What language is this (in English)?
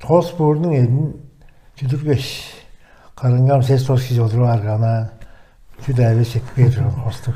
Tuvinian